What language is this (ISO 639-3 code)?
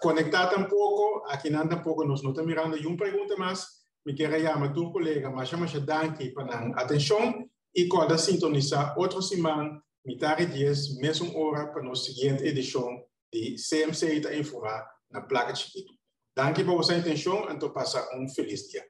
pap